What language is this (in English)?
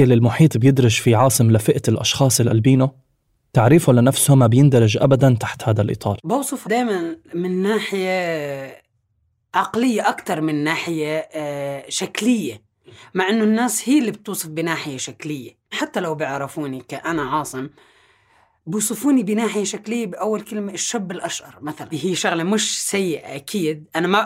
North Levantine Arabic